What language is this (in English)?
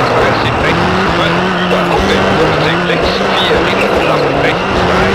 Bavarian